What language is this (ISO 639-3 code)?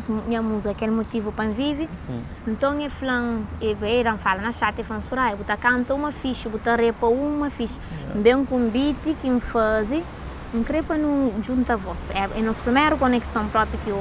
kea